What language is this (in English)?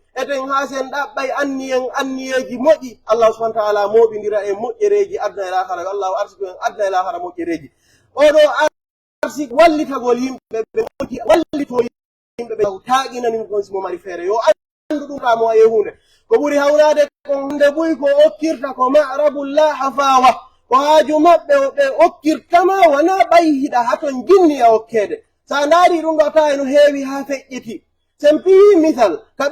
Pular